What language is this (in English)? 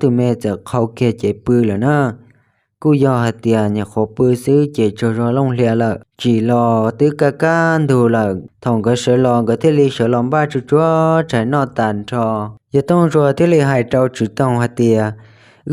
Hmong